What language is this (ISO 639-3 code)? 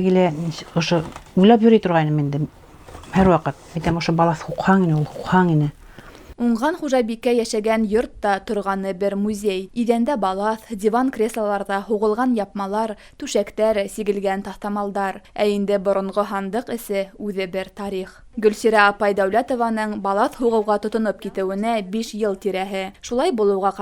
bak